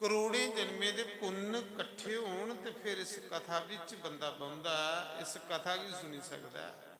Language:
Dogri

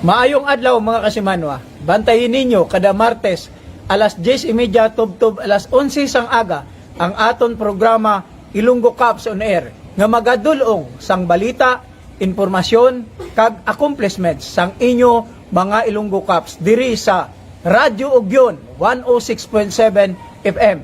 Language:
Hiligaynon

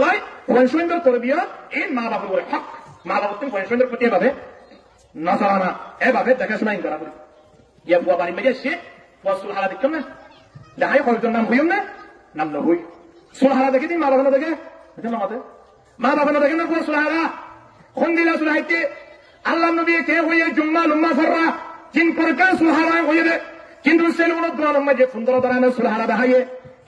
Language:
Rohingya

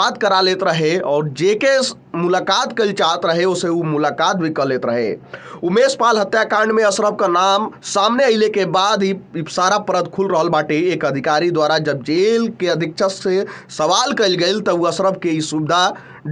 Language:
Bhojpuri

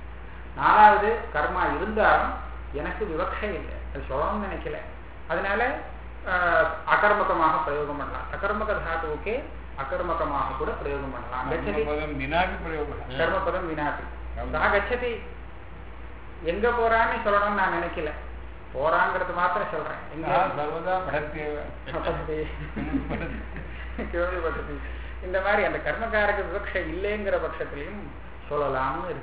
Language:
Tamil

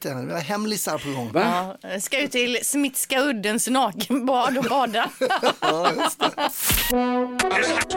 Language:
Swedish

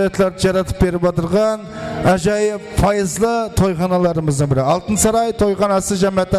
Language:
Kara-Kalpak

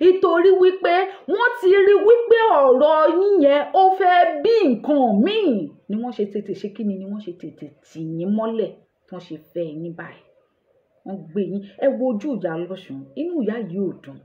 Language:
Yoruba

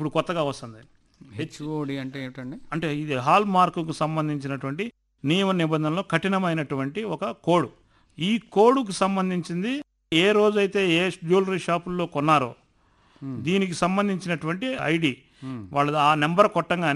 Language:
Telugu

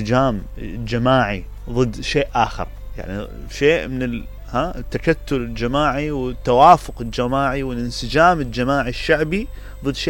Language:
Mesopotamian Arabic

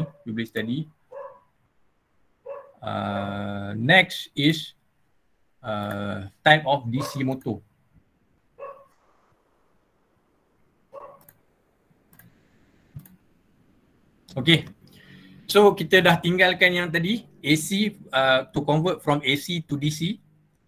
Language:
Malay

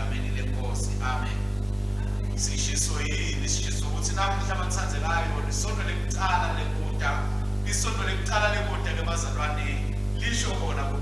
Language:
Swati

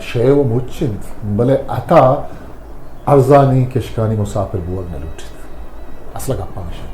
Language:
Eastern Balochi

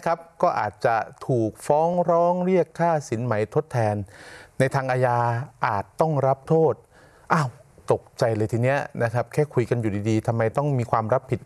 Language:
Thai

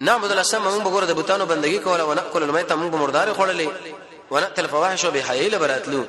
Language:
Pashto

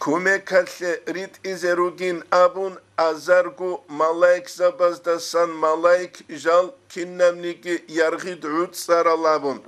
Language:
Avaric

